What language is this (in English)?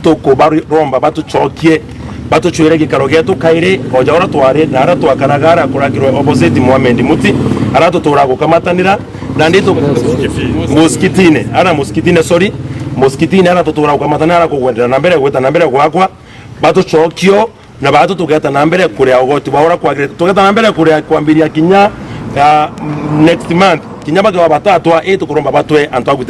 Meru